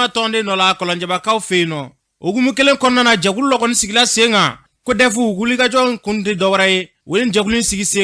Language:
Bambara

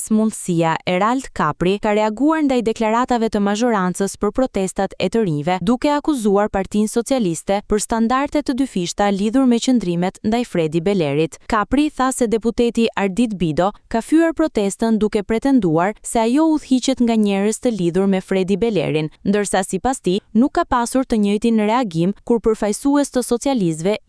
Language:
Albanian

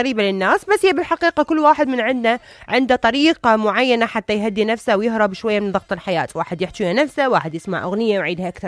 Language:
Mesopotamian Arabic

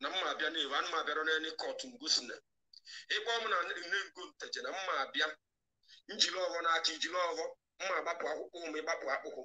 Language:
Igbo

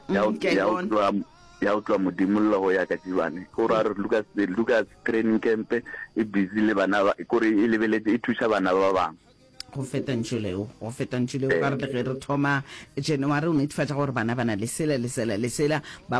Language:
Northern Sotho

